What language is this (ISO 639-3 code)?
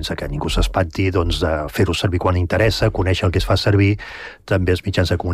cat